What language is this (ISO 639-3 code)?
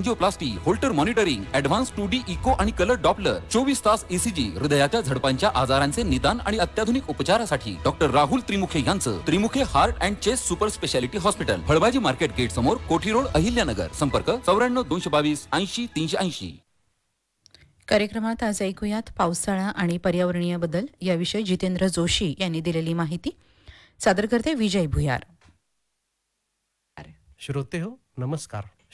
mar